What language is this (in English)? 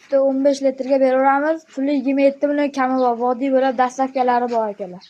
Uzbek